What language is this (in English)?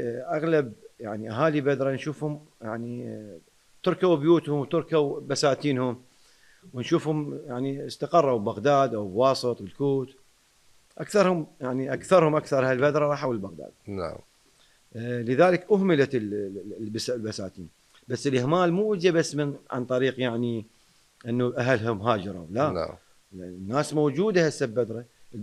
Mesopotamian Arabic